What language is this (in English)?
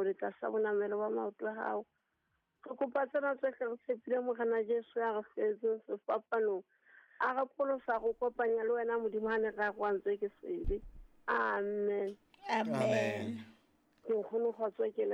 Southern Sotho